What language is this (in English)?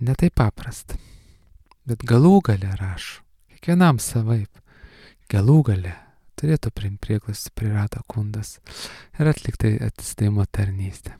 Lithuanian